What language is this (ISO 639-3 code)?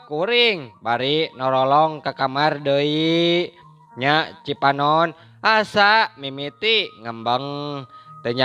sun